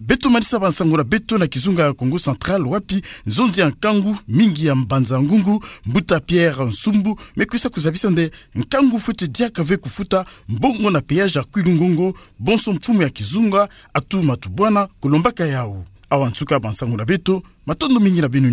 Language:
Kituba (Democratic Republic of Congo)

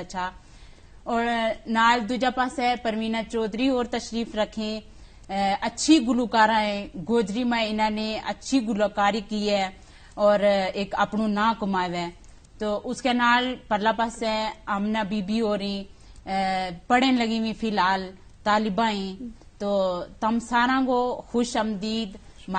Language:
Gujari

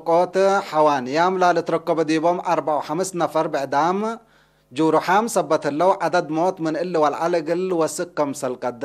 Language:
Tigre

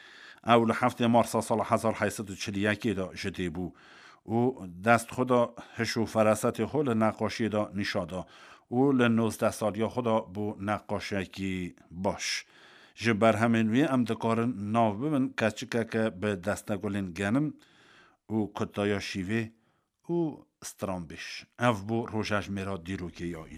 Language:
Kurdish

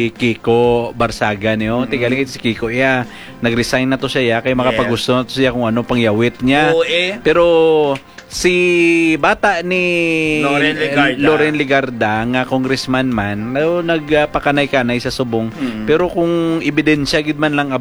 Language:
Hiligaynon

